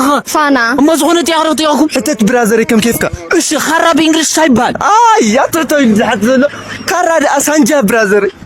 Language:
Tigrinya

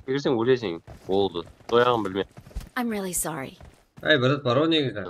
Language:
Kara-Kalpak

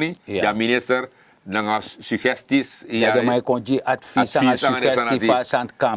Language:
Sranan Tongo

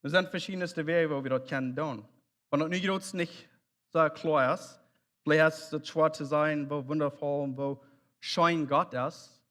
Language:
Plautdietsch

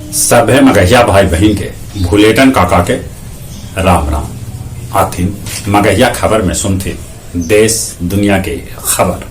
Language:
Magahi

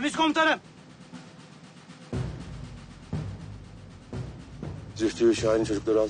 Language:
Turkish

